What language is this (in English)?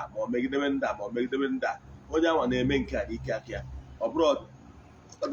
Igbo